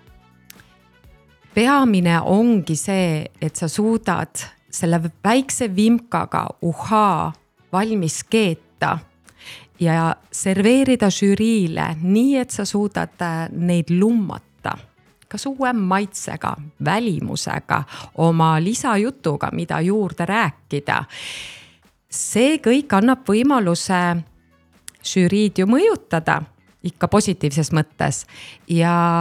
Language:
Estonian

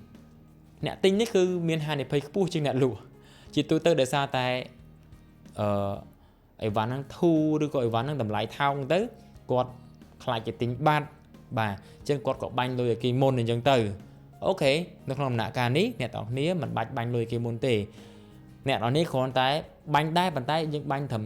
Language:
Khmer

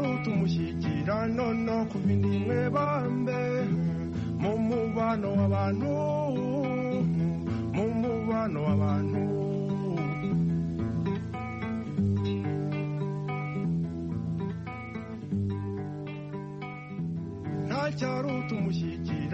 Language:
Kinyarwanda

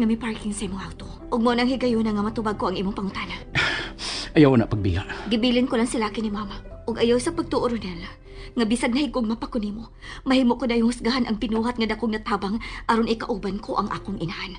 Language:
Cebuano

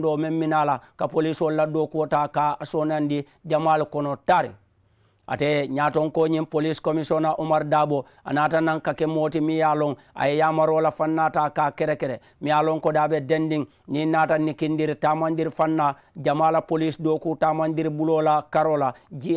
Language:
Mandingo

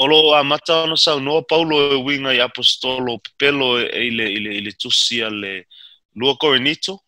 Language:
Samoan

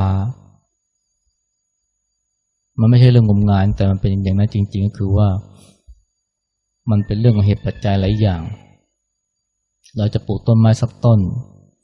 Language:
Thai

